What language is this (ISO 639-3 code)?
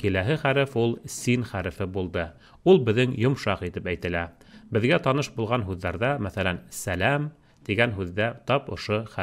bak